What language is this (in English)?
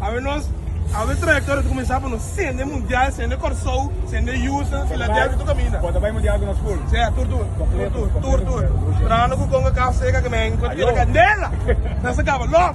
Papiamento